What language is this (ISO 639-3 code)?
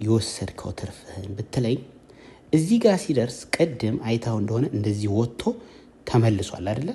amh